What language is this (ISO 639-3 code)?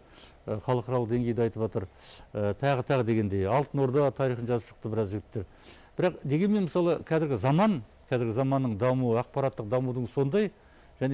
kaz